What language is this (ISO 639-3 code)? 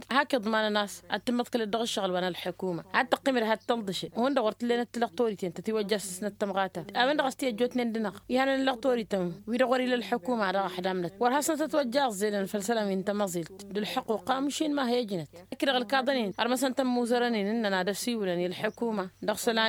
taq